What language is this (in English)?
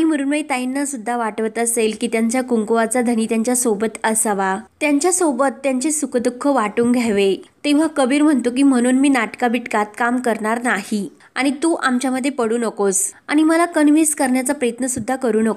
Marathi